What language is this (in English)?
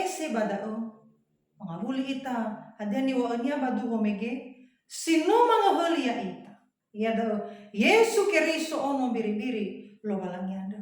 Nias